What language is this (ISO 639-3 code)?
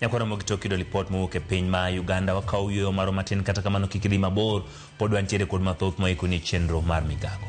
luo